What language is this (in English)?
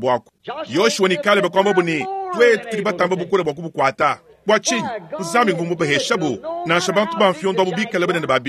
Luba-Lulua